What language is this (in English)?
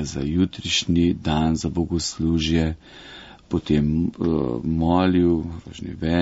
Slovenian